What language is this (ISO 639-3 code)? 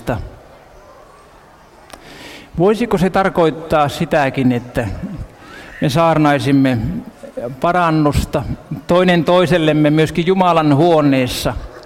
fin